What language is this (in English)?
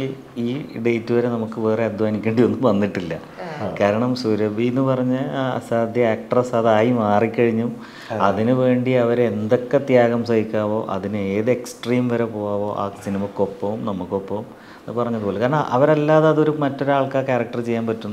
Malayalam